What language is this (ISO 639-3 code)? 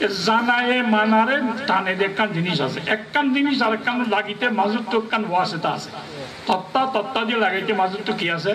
rhg